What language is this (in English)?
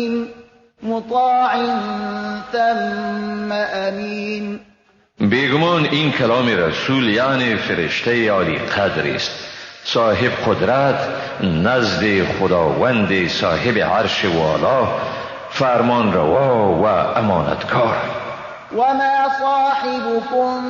Persian